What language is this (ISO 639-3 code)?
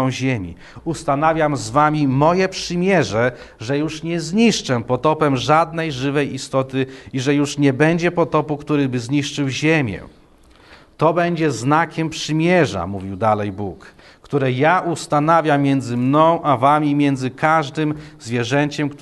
pol